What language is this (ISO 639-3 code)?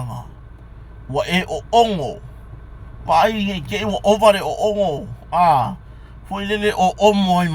smo